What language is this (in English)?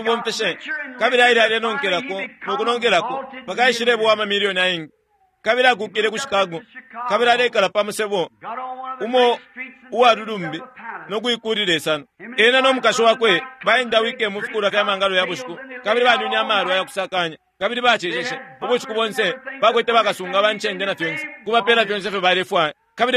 Bemba